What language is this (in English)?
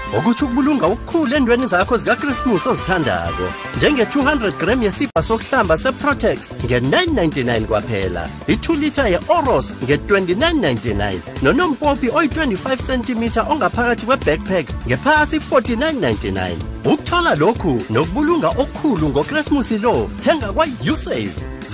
South Ndebele